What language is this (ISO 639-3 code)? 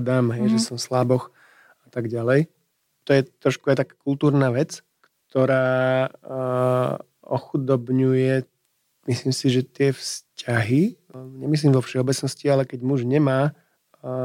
slk